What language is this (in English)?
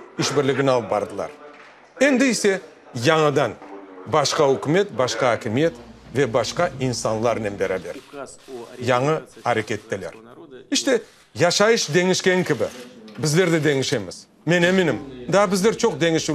Crimean Tatar